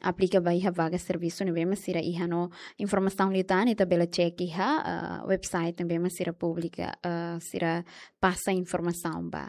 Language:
Tetum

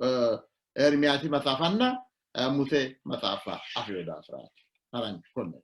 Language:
Sidamo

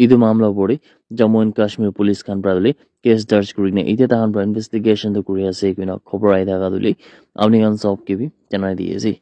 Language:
Naga Pidgin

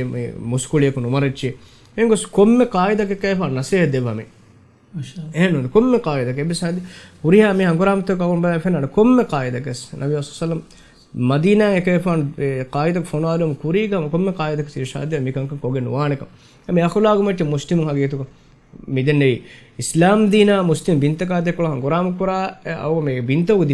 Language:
Divehi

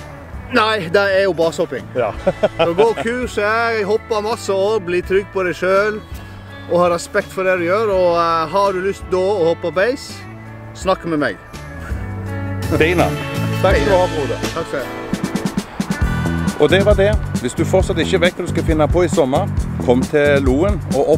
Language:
Norwegian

